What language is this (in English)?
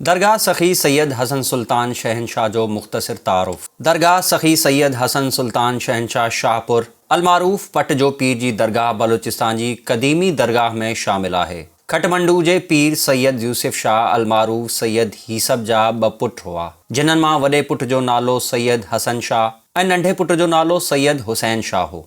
Sindhi